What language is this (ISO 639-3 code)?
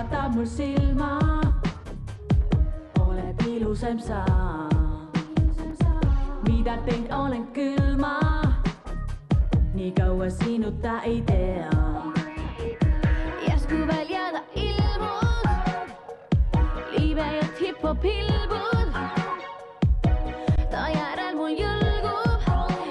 est